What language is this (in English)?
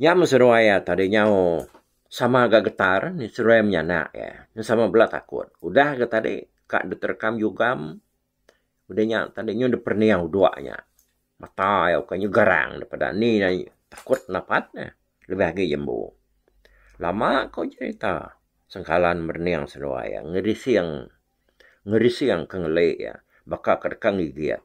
Iban